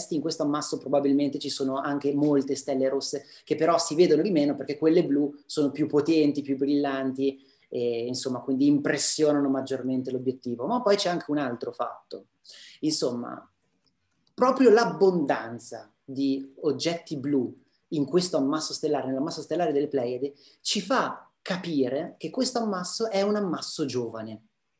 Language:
Italian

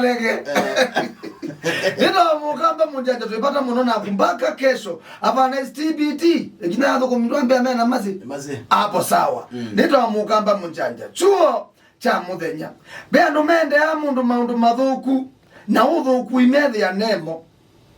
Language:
Kamba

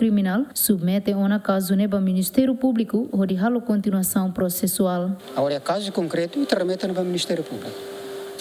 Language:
Tetum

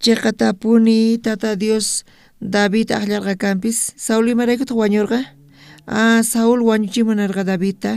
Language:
South Bolivian Quechua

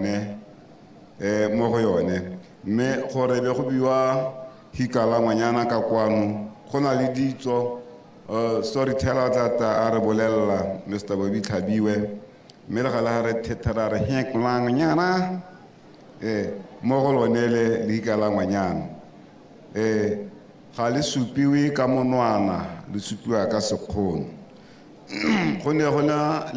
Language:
Tswana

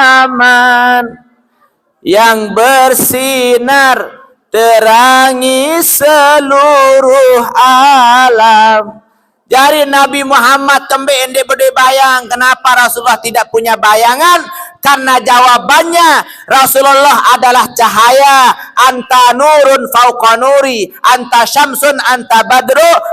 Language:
Sasak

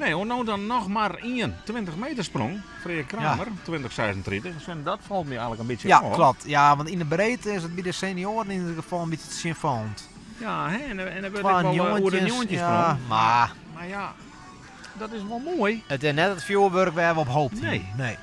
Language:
Western Frisian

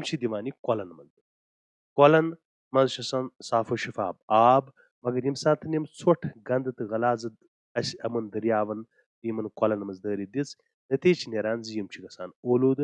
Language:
Kashmiri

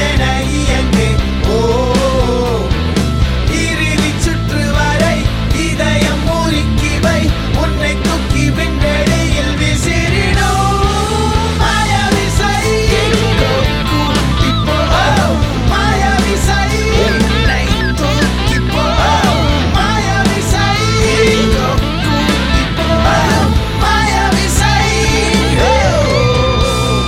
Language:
Tamil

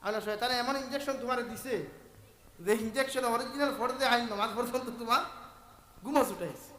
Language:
Sylheti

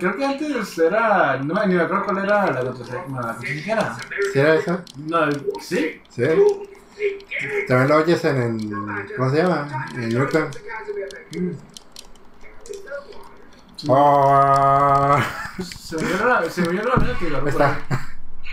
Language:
Spanish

